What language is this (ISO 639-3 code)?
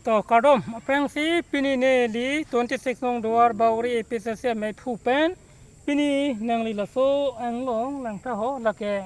mjw